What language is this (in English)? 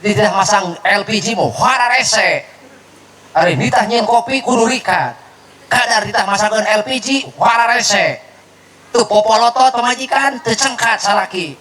Sundanese